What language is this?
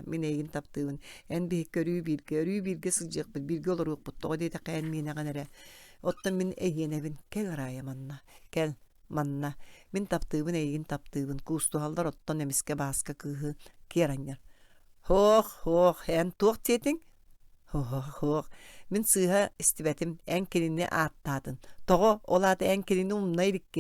Yakut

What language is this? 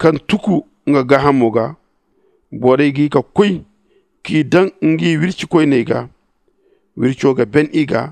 Zarma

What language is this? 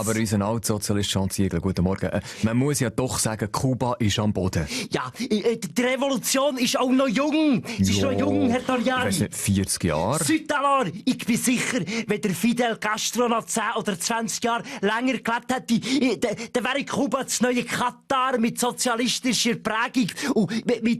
Swiss German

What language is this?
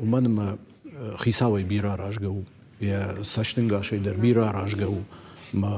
Ossetic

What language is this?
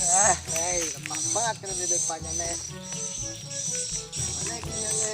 Banjar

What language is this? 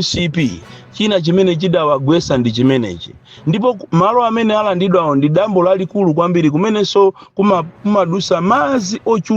Nyanja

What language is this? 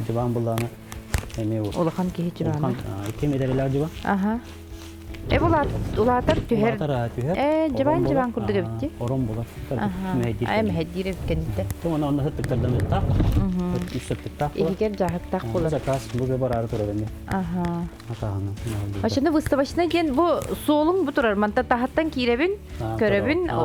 Yakut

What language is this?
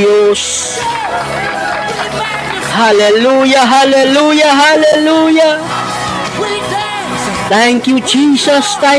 Filipino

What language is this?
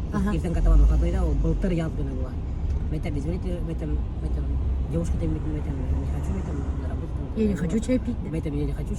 Bashkir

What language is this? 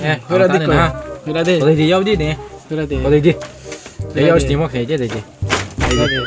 Riang (India)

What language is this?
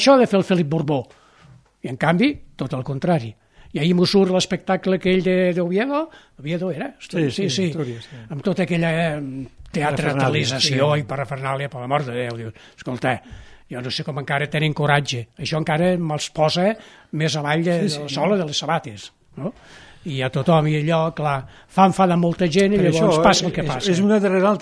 Catalan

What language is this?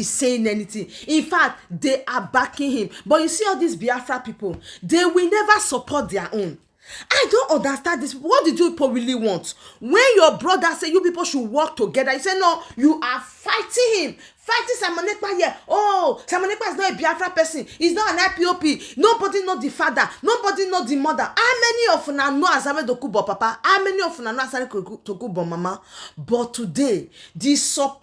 Nigerian Pidgin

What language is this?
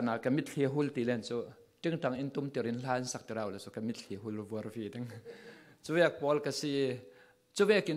Falam Chin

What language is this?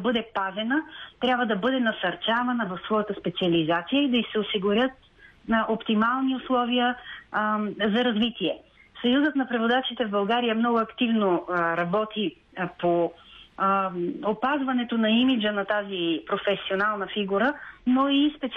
Bulgarian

